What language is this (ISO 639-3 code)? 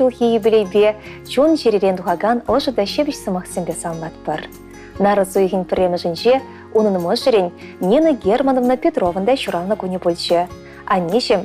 chv